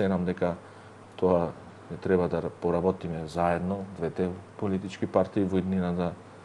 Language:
Macedonian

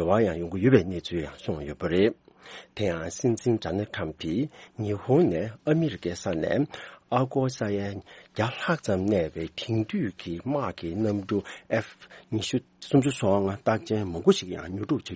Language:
Tibetan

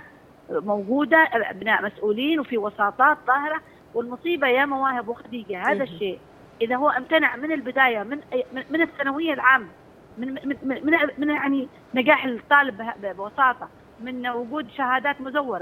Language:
Arabic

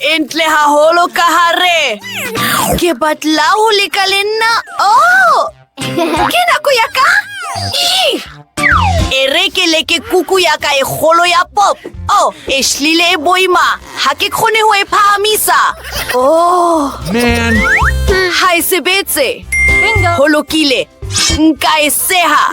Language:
Southern Sotho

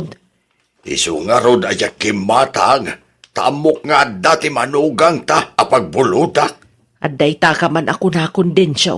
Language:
Iloko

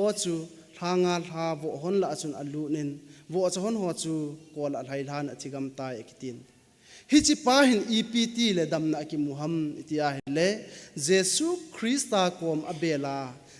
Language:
Thado Chin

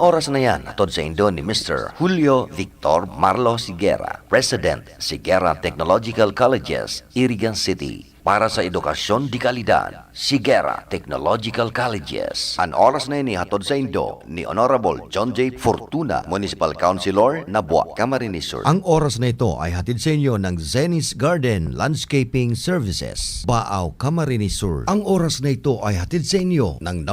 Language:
Bikol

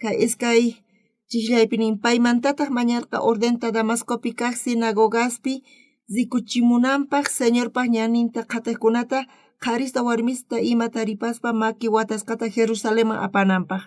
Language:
South Bolivian Quechua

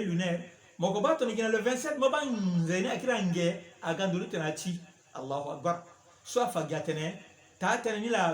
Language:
Sango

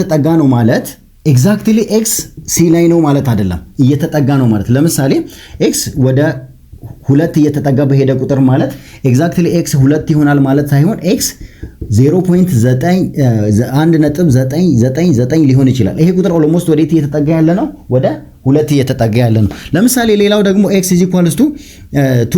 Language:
Amharic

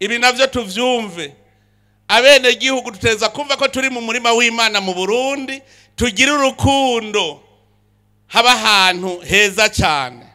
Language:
Rundi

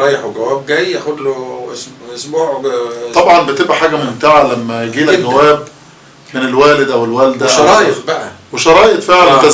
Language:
Egyptian Arabic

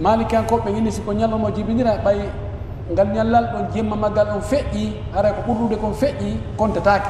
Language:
Pular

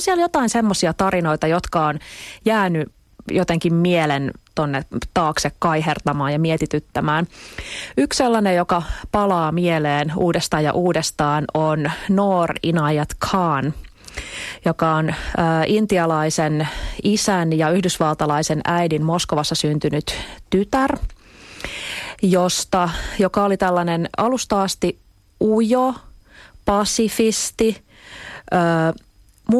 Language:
Finnish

